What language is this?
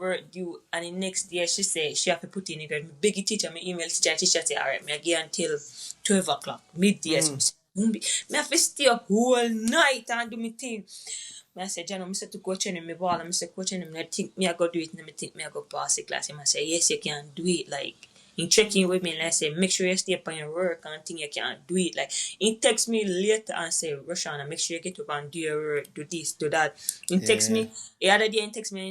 Jamaican Creole English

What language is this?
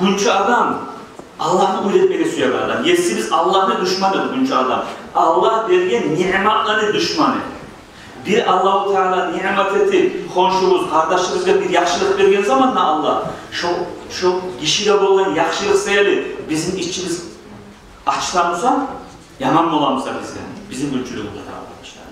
Kumyk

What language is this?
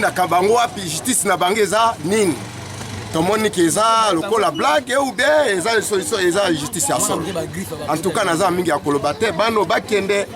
Lingala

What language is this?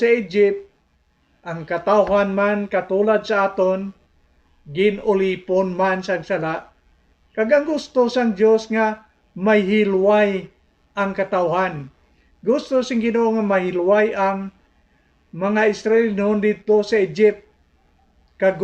Hiligaynon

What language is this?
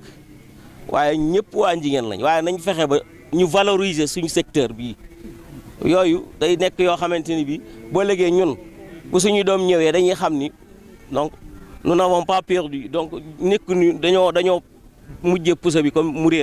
Wolof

